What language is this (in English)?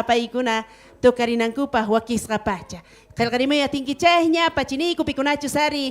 South Bolivian Quechua